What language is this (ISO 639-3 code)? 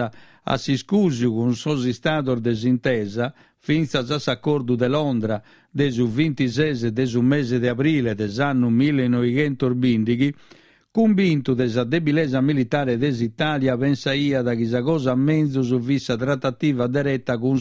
srd